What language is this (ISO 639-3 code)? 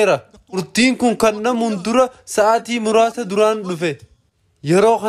orm